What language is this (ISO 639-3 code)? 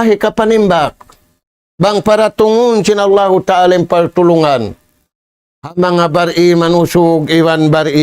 tsg